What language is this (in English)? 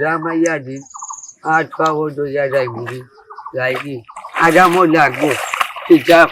Sylheti